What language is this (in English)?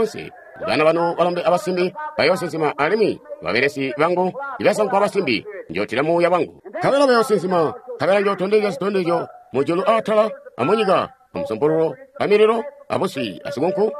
Tonga (Zambia)